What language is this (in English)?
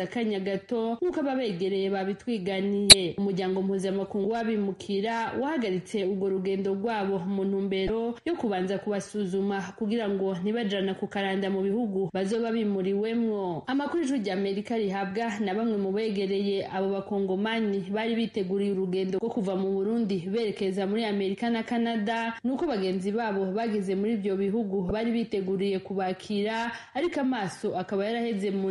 Rundi